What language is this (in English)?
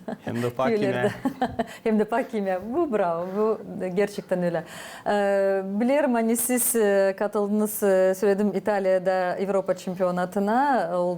Gagauz